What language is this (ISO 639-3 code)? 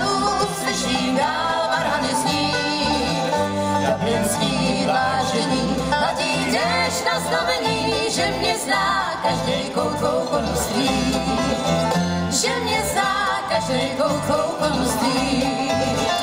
ces